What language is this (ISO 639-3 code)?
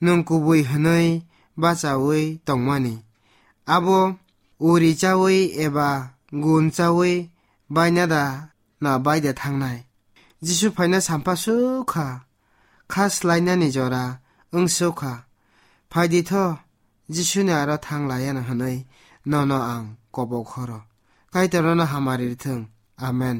trp